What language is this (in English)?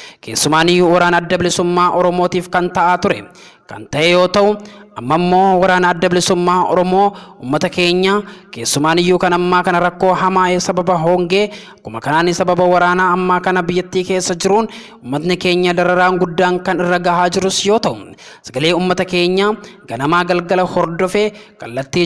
Oromo